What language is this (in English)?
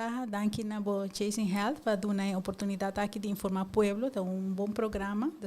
Papiamento